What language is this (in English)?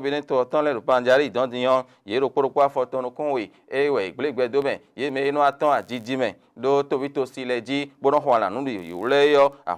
Fon